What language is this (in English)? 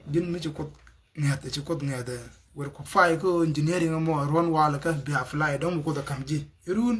Nuer